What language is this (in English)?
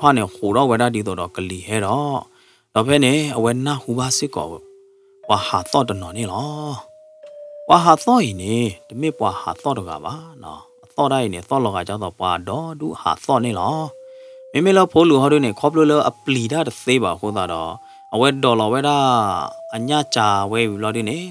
S'gaw Karen